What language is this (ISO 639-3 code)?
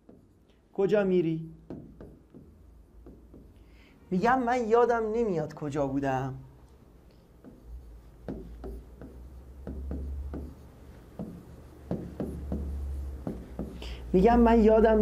fas